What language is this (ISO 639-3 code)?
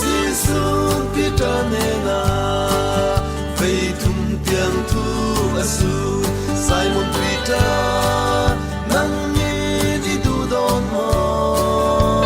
cfm